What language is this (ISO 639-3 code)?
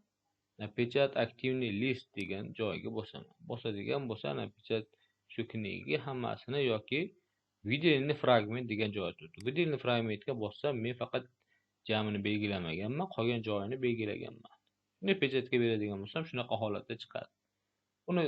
uzb